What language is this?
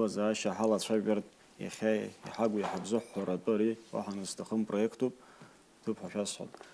Abkhazian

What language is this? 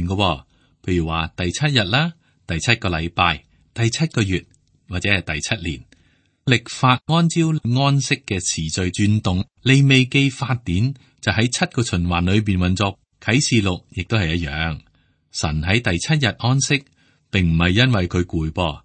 Cantonese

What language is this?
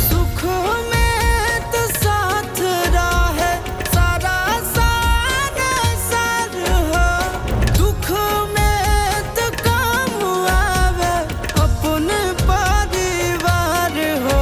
Magahi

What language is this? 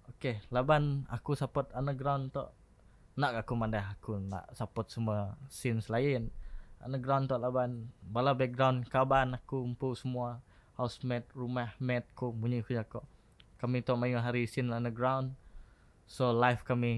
Iban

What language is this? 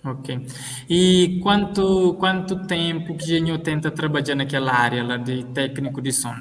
Kabuverdianu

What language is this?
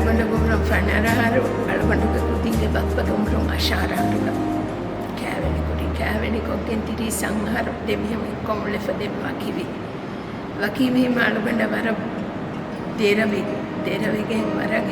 Divehi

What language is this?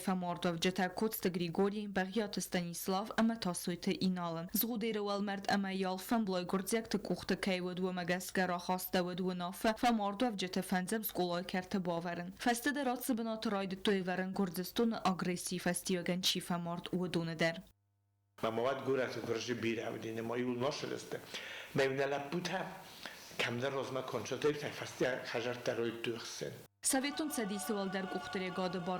Ossetic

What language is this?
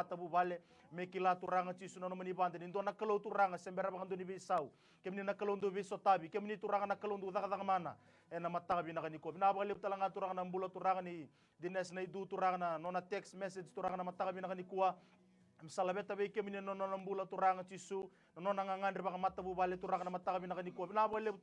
Fijian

